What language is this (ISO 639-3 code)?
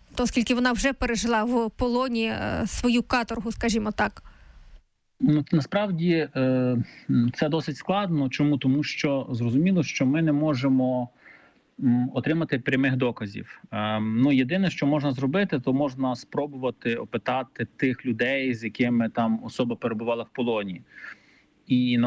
ukr